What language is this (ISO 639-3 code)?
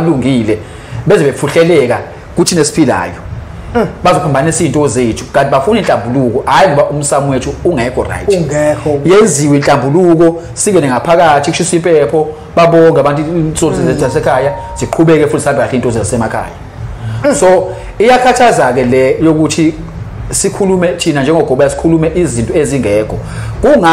zul